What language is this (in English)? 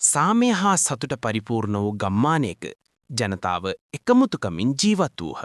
Sinhala